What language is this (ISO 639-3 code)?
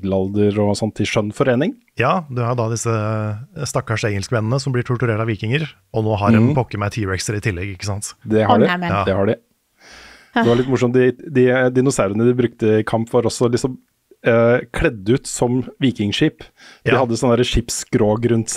nor